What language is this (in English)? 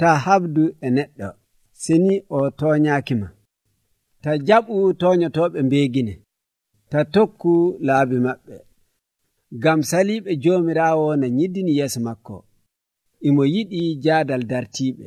Nigerian Fulfulde